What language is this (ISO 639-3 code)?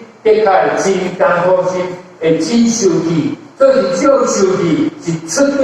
nan